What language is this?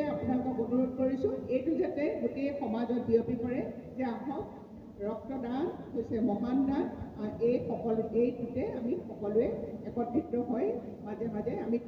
Assamese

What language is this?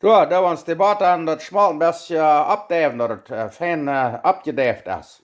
Plautdietsch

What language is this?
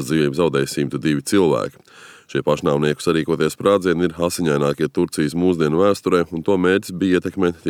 Latvian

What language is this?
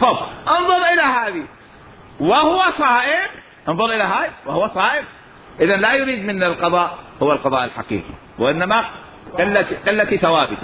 Mesopotamian Arabic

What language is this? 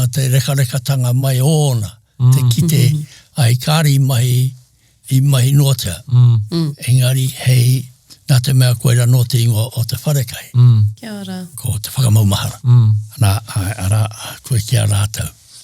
Māori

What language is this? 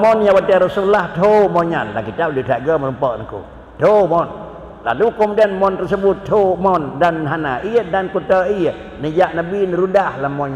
Achinese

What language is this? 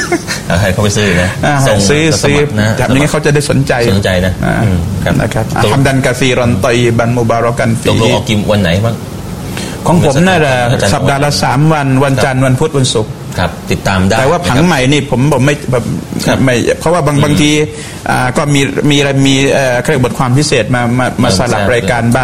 Thai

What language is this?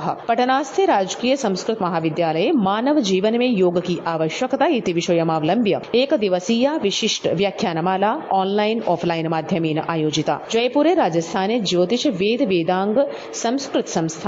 Sanskrit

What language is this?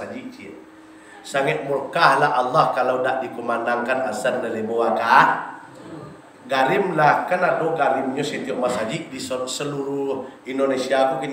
Minangkabau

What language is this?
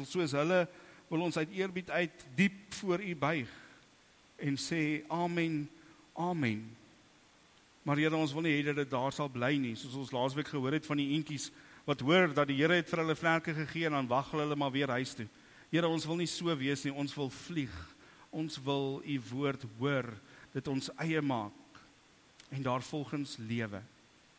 Afrikaans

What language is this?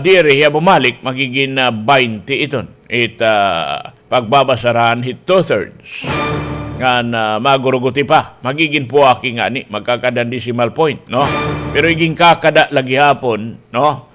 Waray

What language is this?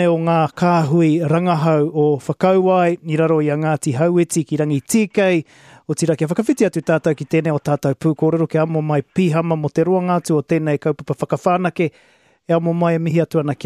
Māori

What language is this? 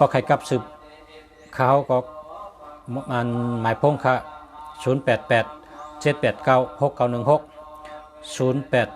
Shan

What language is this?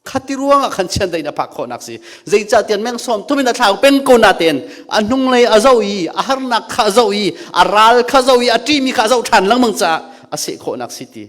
Hakha Chin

